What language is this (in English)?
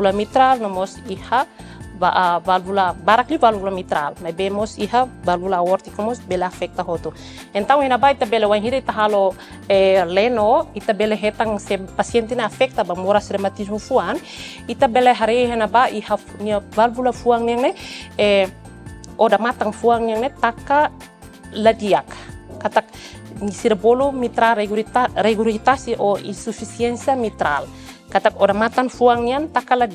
Tetum